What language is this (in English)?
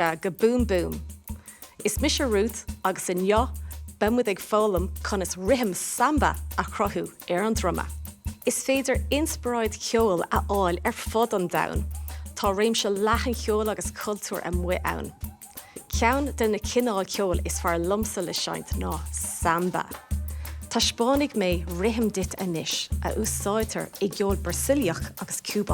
Irish